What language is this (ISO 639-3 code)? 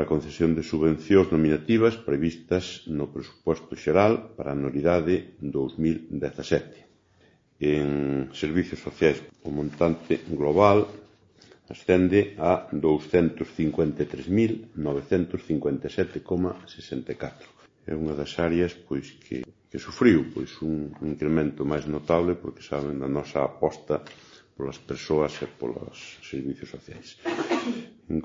glg